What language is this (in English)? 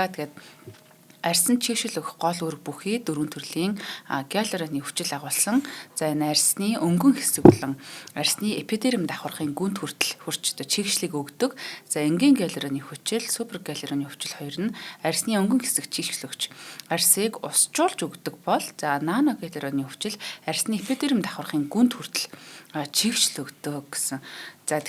Mongolian